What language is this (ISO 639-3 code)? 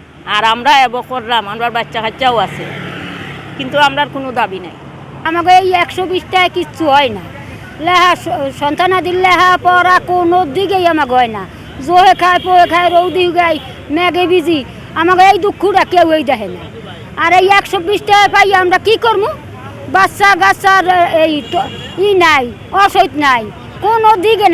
syl